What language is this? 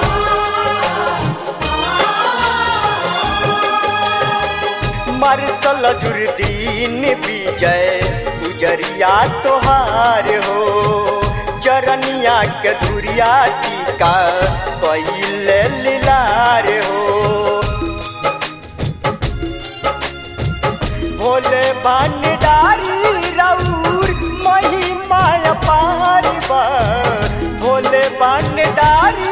Bhojpuri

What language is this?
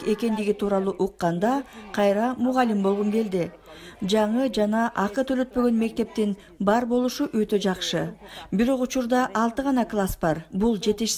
Kyrgyz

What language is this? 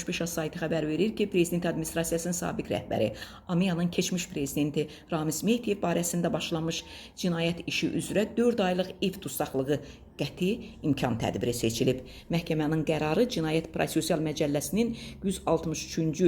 Azerbaijani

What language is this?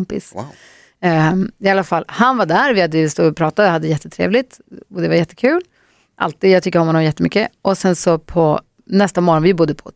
Swedish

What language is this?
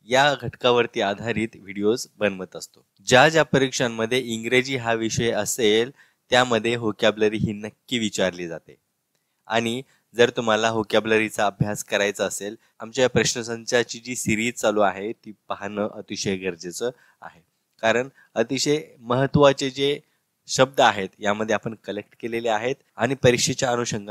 Marathi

